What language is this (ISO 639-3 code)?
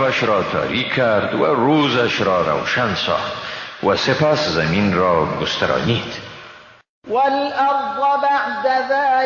fas